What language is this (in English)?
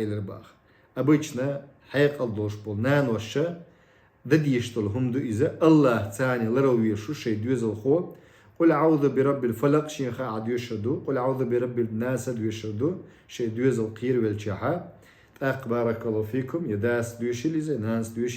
Chechen